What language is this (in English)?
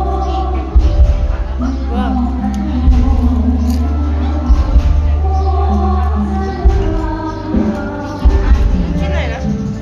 Lao